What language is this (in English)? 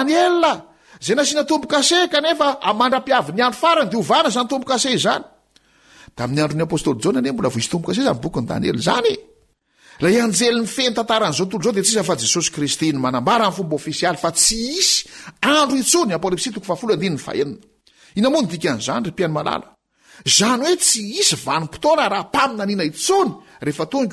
Malagasy